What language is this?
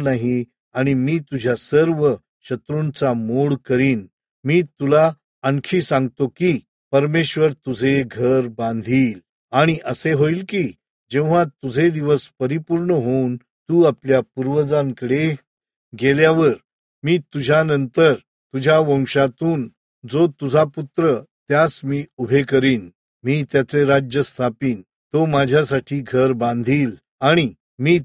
Marathi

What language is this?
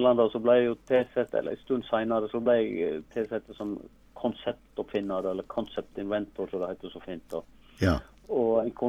Norwegian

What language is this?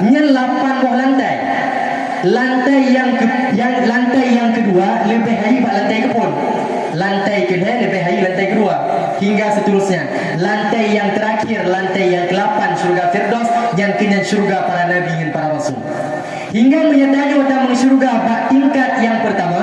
Achinese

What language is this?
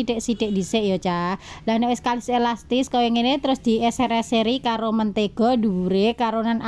Javanese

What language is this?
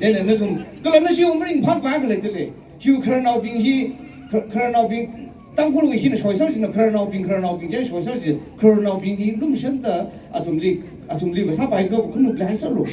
Tangkhul Naga (India)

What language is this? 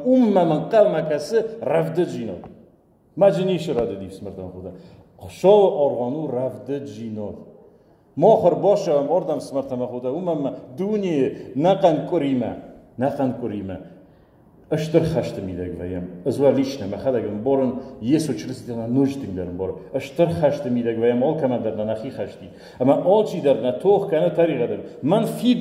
Ossetic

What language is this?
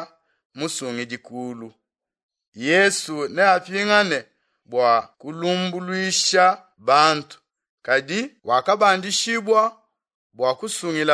Luba-Lulua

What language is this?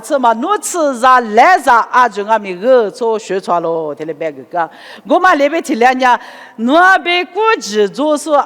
Lisu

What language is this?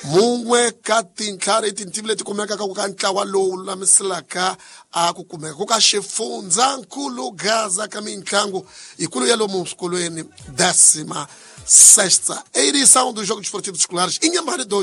Tsonga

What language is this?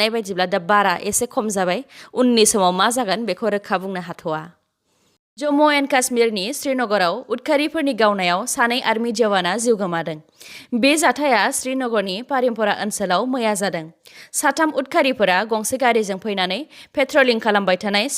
Bodo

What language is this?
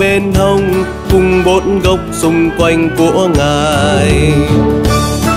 Vietnamese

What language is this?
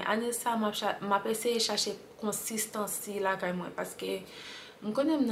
Haitian Creole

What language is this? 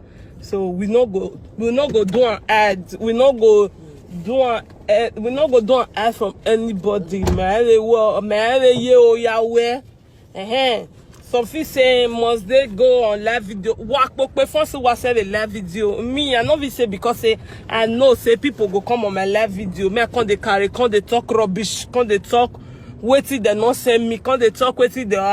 Nigerian Pidgin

